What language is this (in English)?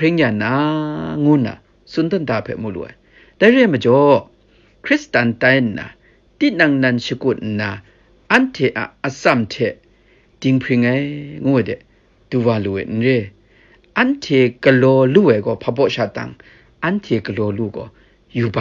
Kachin